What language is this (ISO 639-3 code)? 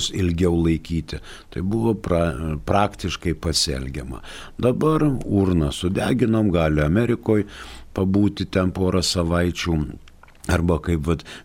lit